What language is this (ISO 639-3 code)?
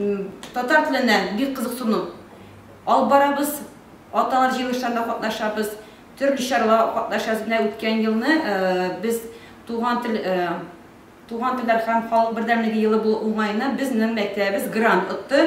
tat